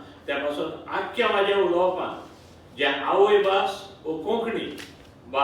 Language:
Konkani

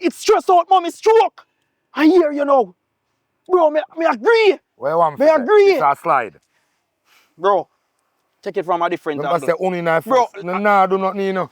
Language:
Jamaican Creole English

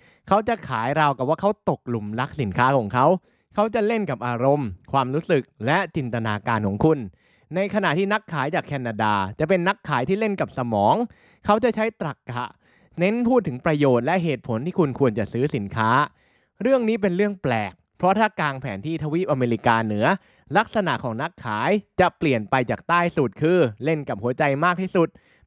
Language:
Thai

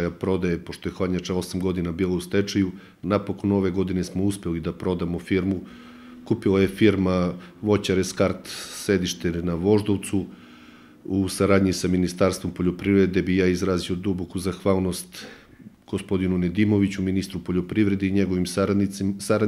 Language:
Serbian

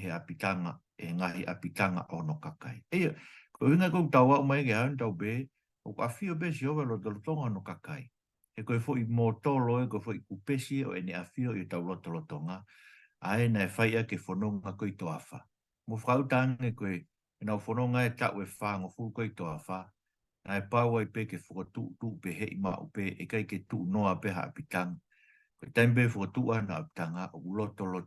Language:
Tongan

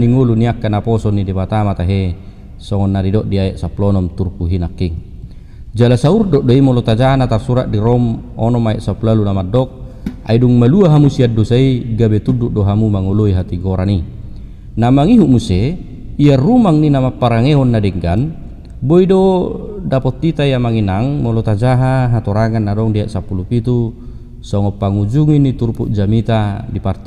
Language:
Batak Toba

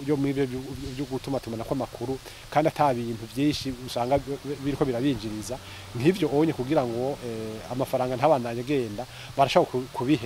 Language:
Rundi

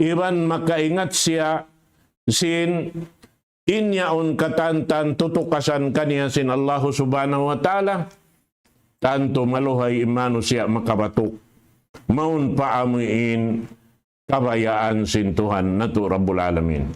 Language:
Tausug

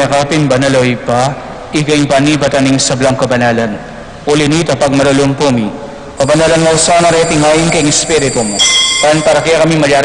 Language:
Pampanga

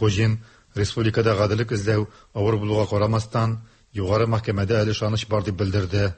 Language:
Tatar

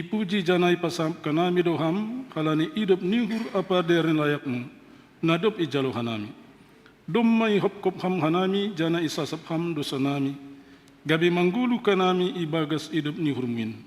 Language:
Batak Simalungun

